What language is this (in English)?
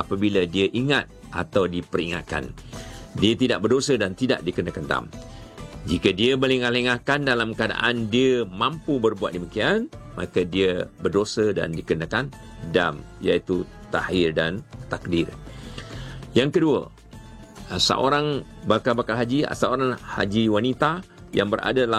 Malay